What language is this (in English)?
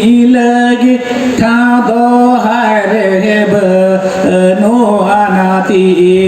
Santali